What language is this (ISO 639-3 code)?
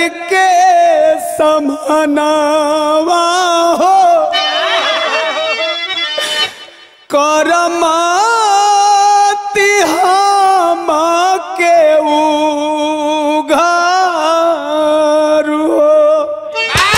bho